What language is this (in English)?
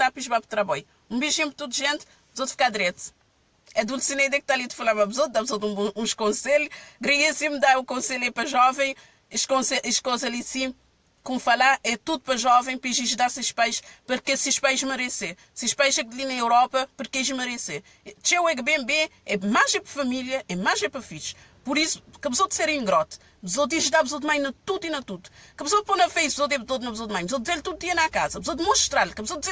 Kabuverdianu